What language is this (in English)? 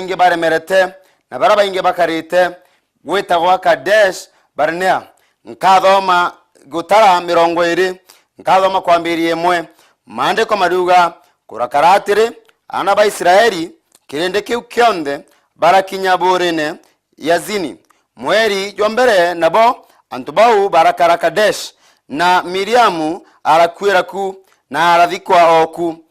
Meru